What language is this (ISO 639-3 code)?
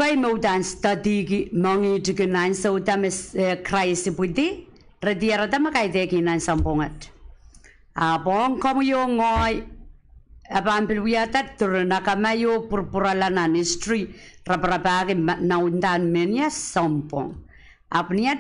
pon